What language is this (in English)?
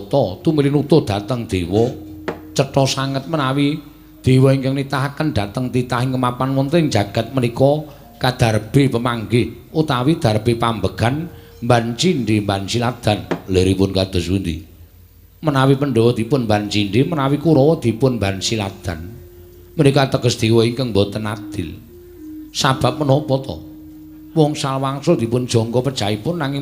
Javanese